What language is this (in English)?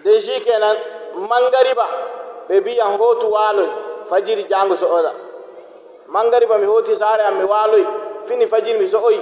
Nigerian Fulfulde